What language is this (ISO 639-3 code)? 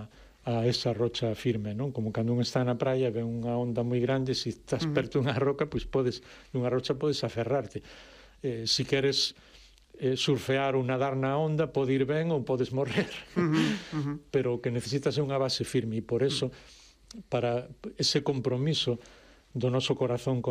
glg